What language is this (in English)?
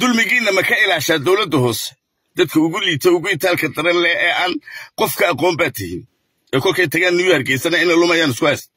Somali